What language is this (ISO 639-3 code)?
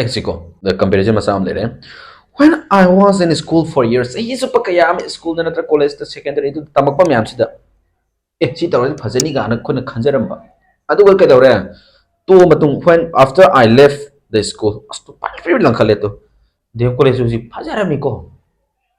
mni